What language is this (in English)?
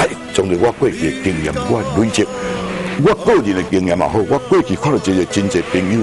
Min Nan Chinese